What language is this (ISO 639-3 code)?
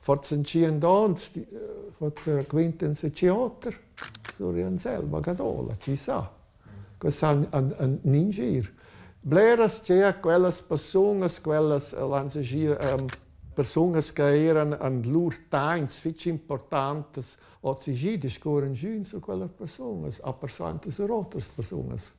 roh